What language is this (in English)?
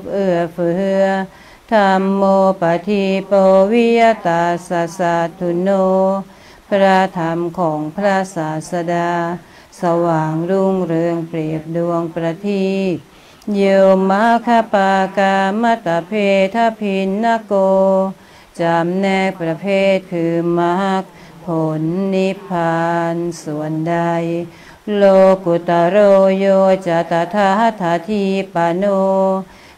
Thai